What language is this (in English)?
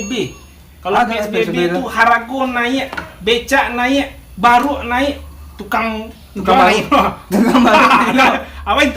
Minangkabau